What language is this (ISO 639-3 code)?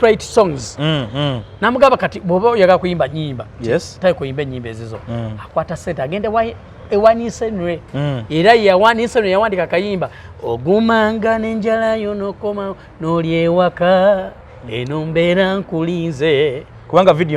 lug